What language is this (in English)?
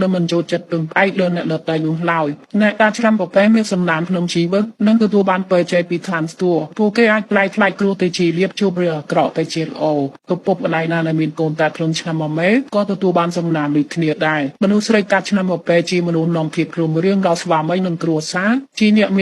Khmer